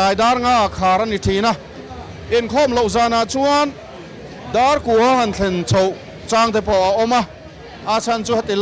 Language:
Mizo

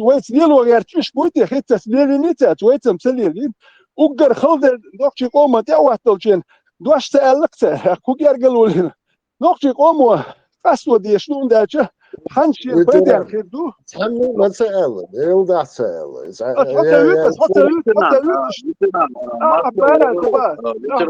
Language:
Chechen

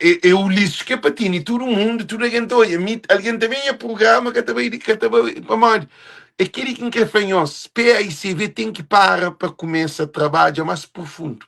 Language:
Kabuverdianu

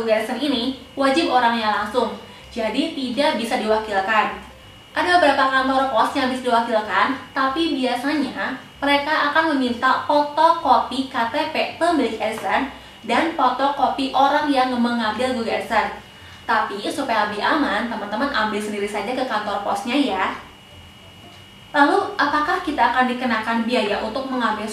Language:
Indonesian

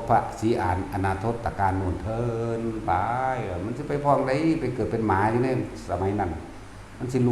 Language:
Northeastern Thai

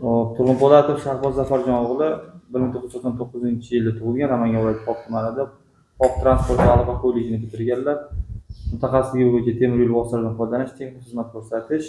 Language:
Uzbek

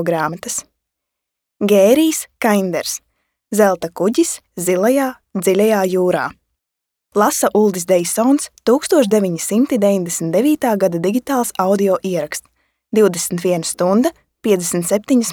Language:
Latvian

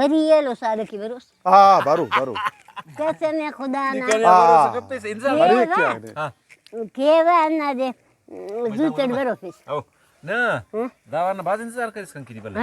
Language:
Brahui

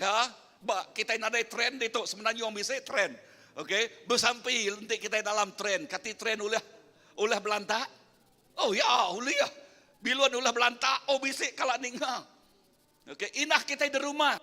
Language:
Iban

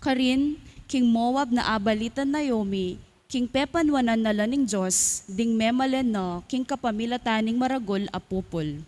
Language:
Pampanga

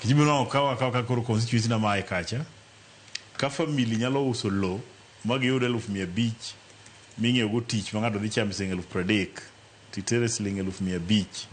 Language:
Luo (Kenya and Tanzania)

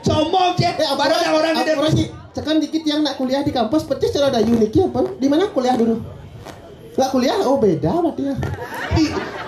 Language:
Balinese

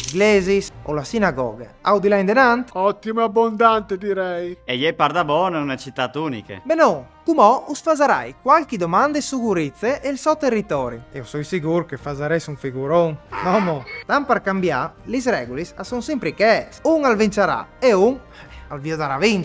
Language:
Friulian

